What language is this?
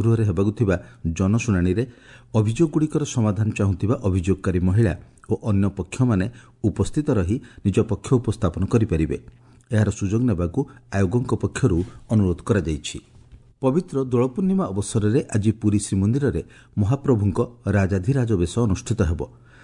Odia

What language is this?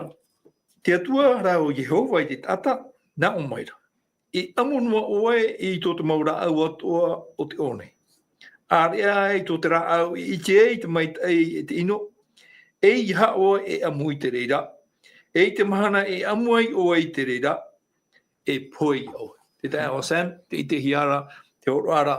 Tahitian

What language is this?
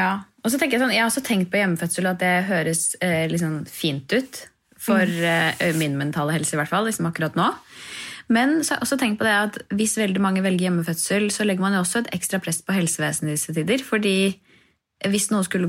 Norwegian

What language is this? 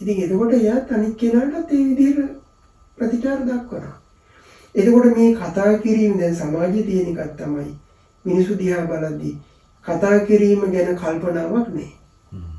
Sinhala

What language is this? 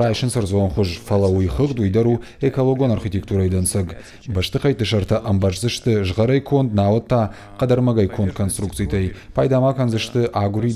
Ossetic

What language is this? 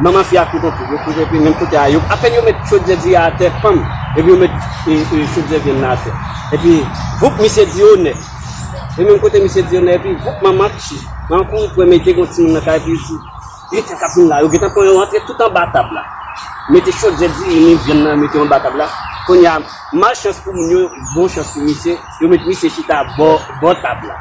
Haitian Creole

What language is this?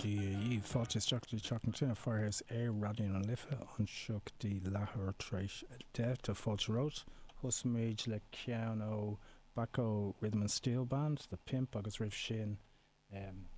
Irish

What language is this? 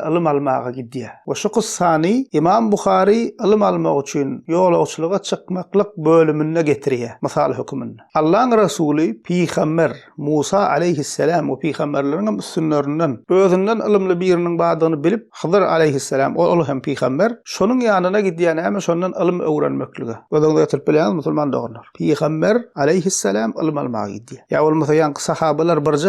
Turkmen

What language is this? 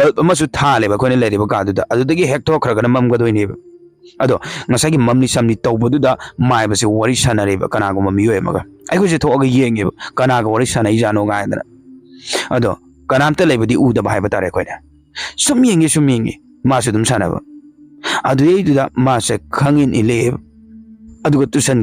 Manipuri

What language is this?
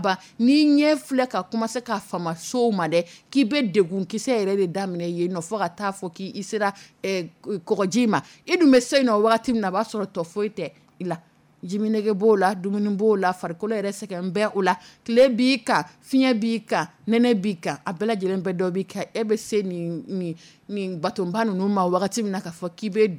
Dyula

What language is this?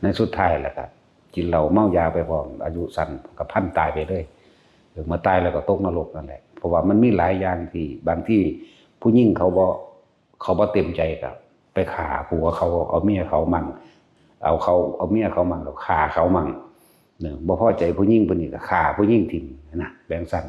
Northeastern Thai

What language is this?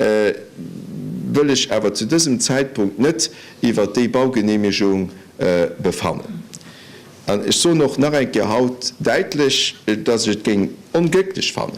Luxembourgish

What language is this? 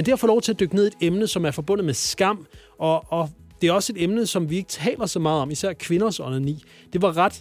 Danish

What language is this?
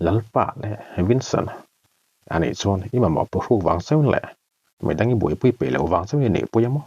Mizo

